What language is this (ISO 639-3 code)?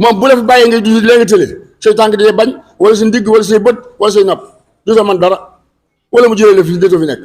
wol